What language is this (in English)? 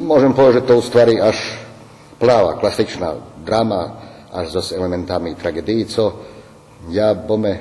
Rusyn